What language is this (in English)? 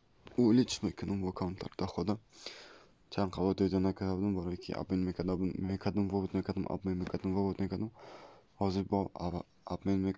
Tajik